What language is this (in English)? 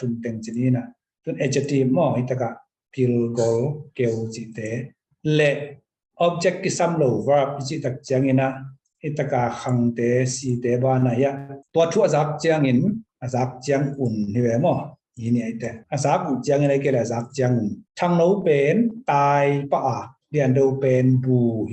Tedim Chin